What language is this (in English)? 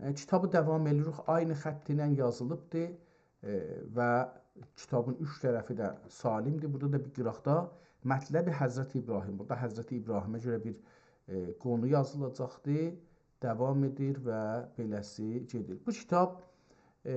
South Azerbaijani